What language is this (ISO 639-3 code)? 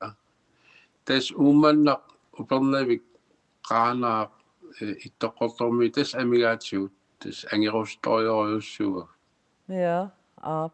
kal